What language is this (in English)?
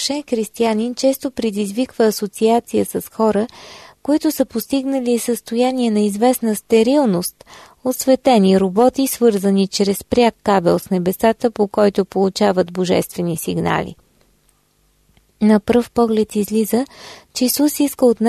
Bulgarian